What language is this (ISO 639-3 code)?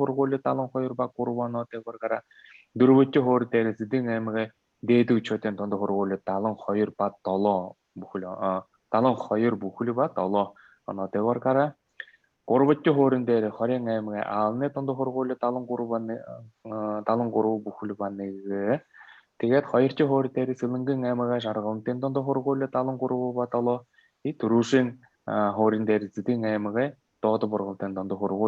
bua